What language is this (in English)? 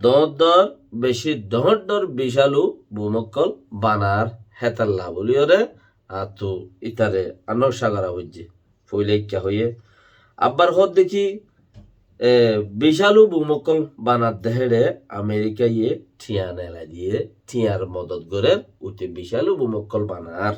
Rohingya